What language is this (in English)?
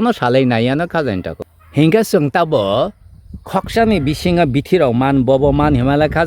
Kok Borok